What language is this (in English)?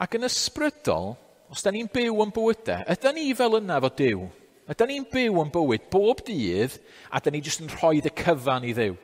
Welsh